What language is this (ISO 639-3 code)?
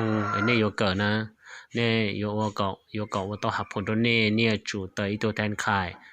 hmn